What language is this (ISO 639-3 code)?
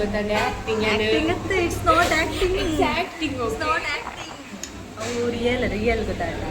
tcy